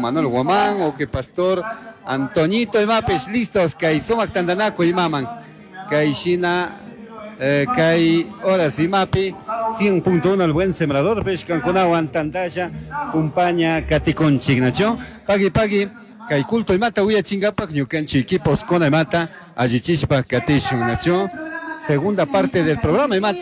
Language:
Chimborazo Highland Quichua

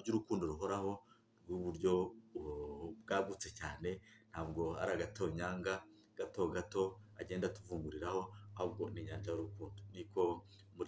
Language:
Kinyarwanda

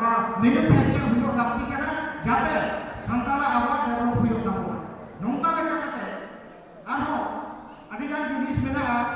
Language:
Santali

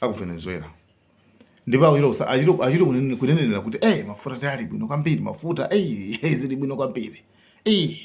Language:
Nyanja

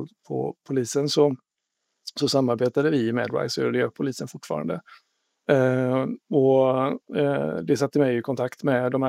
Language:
Swedish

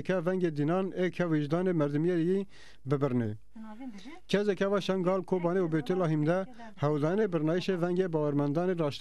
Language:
Zaza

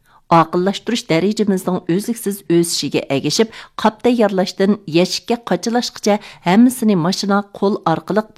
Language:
Uyghur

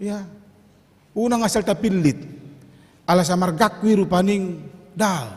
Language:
Batak Toba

